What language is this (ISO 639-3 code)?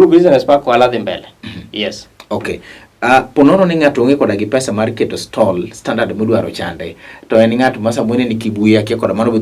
luo